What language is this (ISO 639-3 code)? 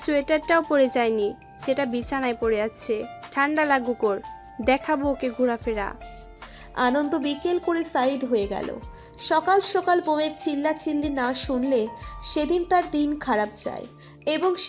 ben